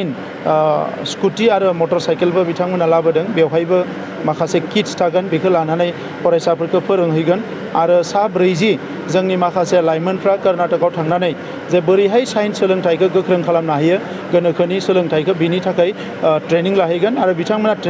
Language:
Bodo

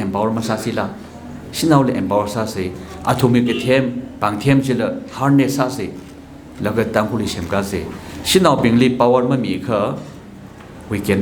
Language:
Tangkhul Naga (India)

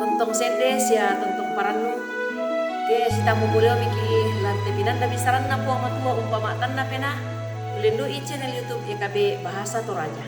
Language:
Toraja-Sa'dan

